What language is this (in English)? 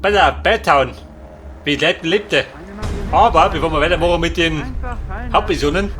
Bavarian